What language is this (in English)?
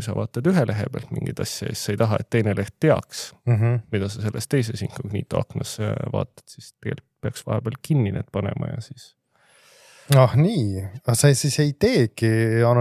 Estonian